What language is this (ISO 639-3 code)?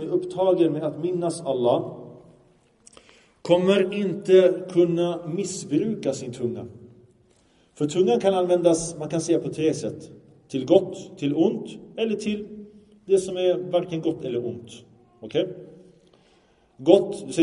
swe